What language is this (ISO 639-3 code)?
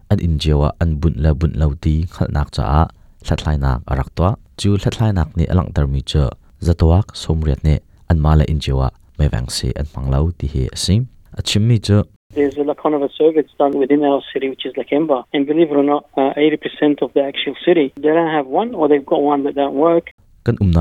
cnh